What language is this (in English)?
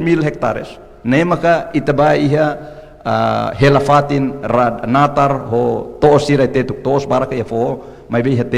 Tetum